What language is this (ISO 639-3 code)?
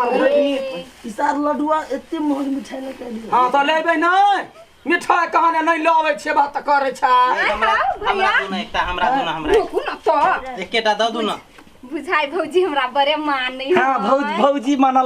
mai